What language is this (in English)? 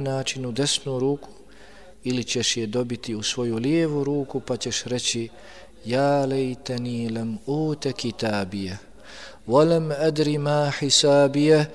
Bosnian